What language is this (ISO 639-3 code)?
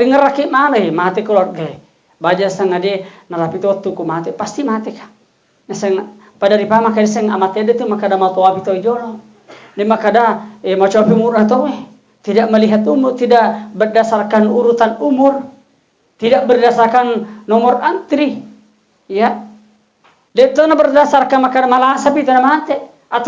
bug